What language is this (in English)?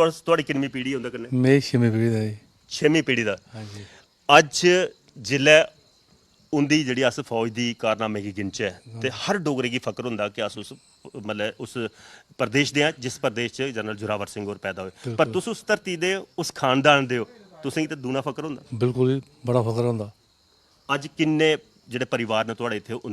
Dogri